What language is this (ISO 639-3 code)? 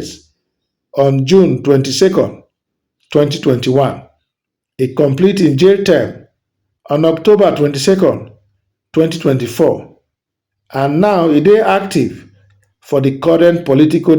pcm